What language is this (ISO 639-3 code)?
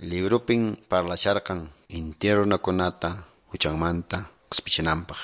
que